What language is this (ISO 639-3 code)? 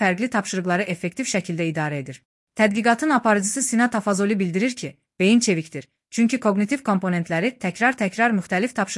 aze